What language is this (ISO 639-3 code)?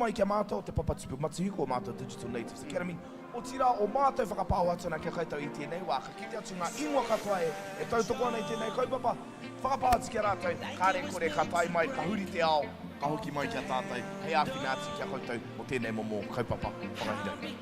mri